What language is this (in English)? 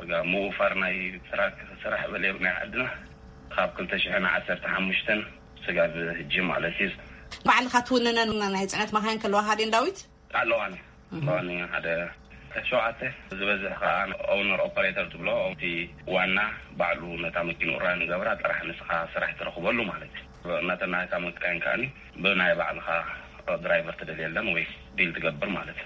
Tigrinya